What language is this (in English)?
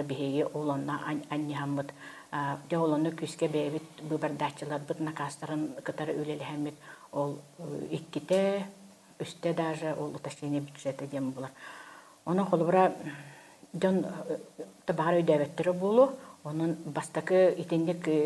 Yakut